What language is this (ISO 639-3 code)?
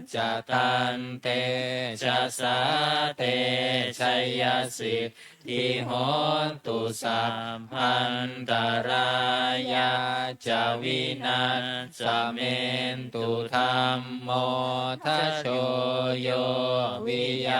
pli